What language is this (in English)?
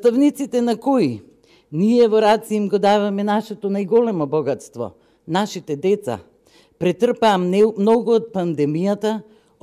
Macedonian